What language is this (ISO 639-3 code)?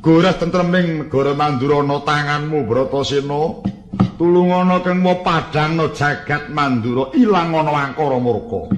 jav